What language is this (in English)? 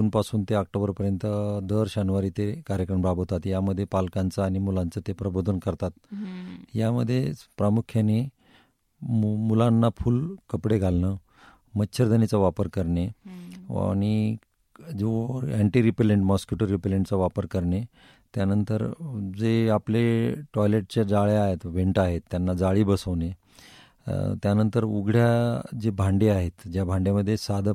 Marathi